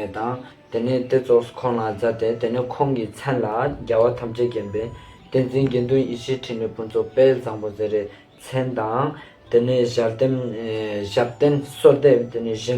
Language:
Ladakhi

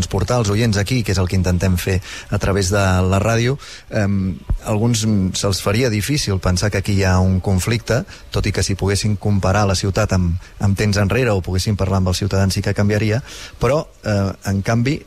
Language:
Catalan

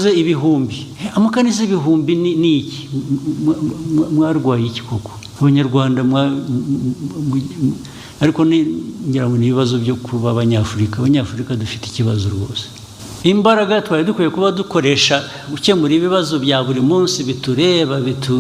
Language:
Kinyarwanda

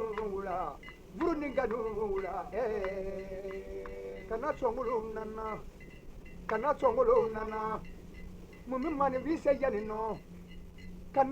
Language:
Bambara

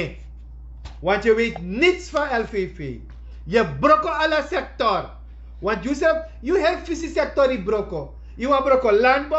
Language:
Sranan Tongo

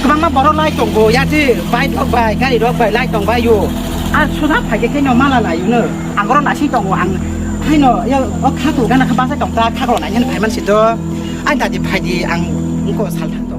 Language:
Kok Borok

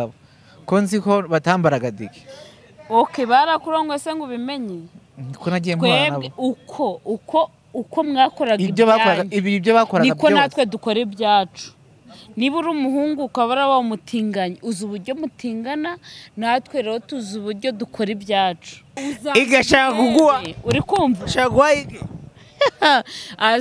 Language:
Kinyarwanda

